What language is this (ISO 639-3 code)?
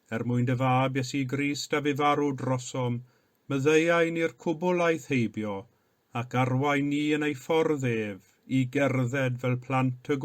cym